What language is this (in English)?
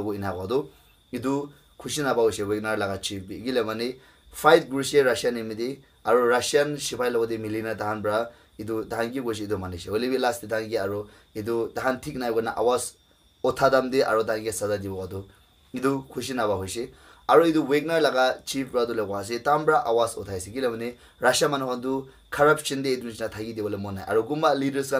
Naga Pidgin